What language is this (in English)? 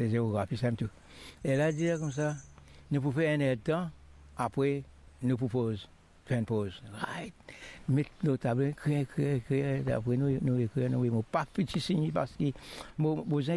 Morisyen